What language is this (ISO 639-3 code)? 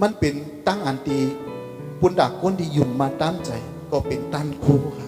shn